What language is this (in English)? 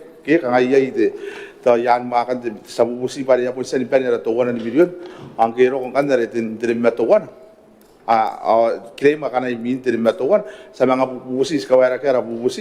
Gilbertese